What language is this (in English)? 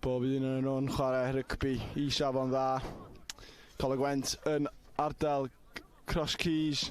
Welsh